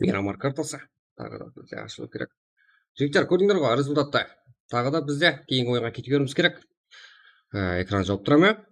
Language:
Kara-Kalpak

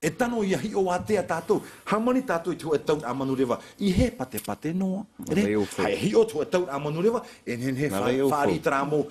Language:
Tahitian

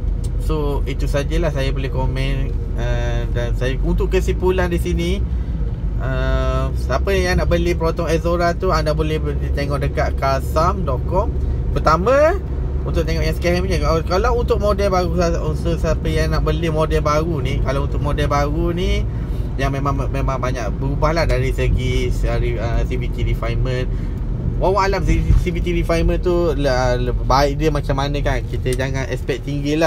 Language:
Malay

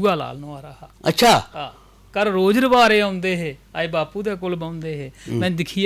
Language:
Dogri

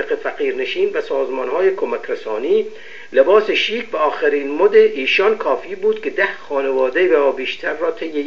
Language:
Persian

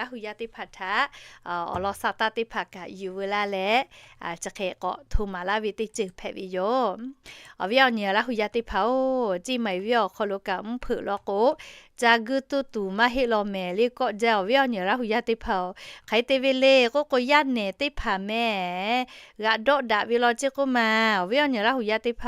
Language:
Lahu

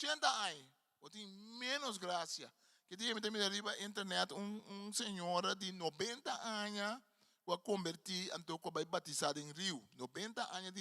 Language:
Papiamento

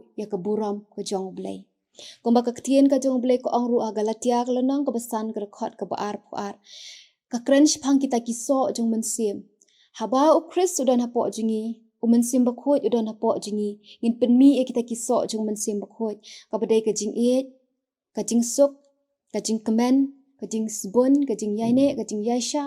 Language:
Khasi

